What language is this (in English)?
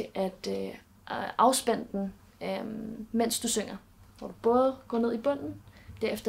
Danish